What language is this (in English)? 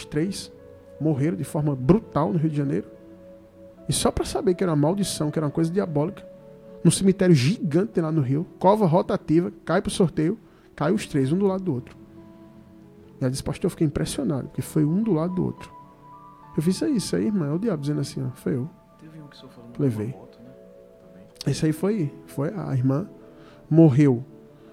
Portuguese